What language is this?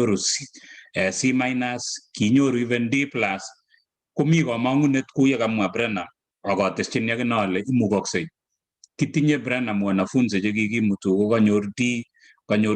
Kalenjin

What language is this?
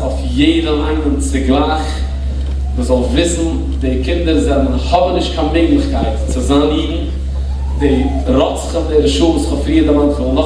Yiddish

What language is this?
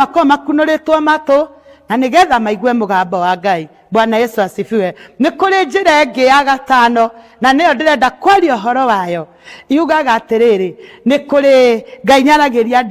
Kikuyu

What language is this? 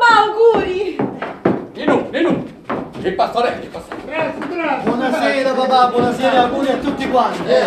Neapolitan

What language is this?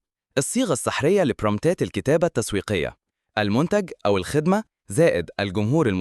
Egyptian Arabic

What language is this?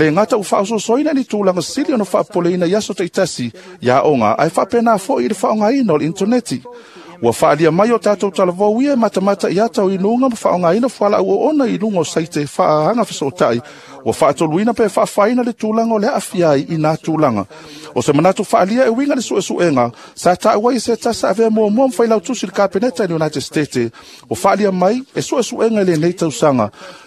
Samoan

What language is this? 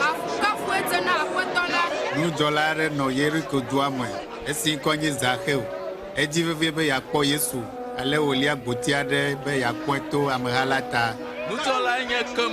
Ewe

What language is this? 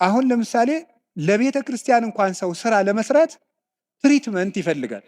Amharic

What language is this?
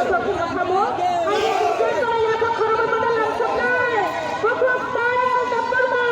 Kok Borok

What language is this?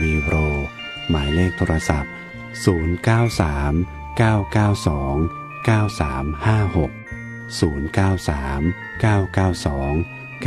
Thai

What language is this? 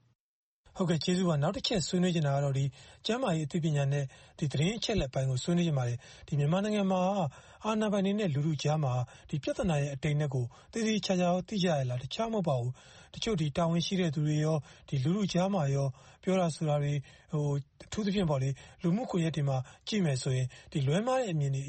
Burmese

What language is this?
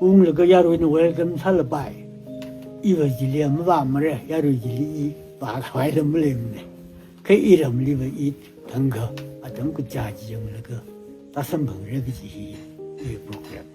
Tangkhul Naga (India)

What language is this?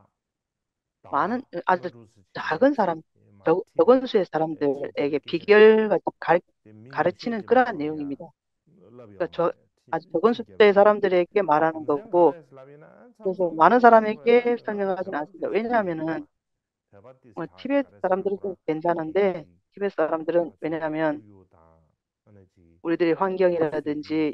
Korean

